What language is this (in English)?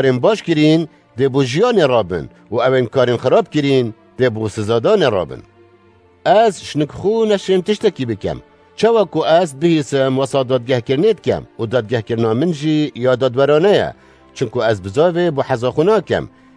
Kurdish